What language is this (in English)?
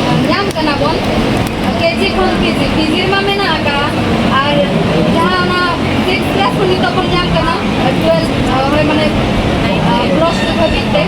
Santali